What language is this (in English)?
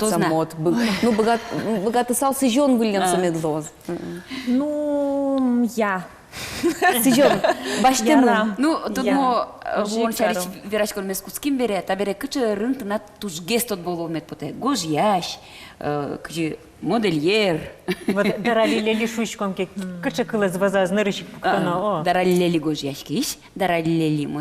Udmurt